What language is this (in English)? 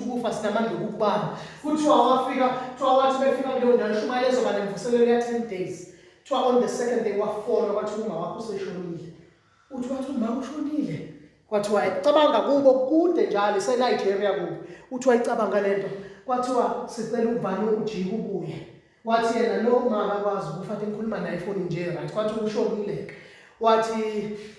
Zulu